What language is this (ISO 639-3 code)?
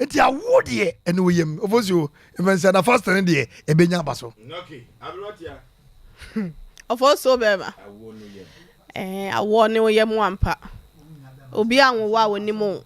aka